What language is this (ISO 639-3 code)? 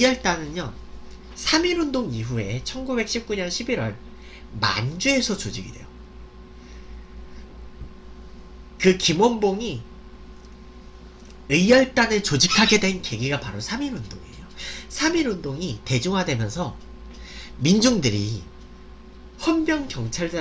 kor